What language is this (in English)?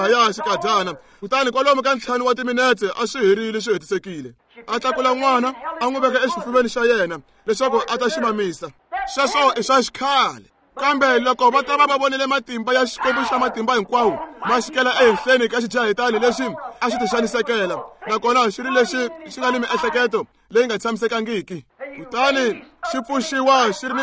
Tsonga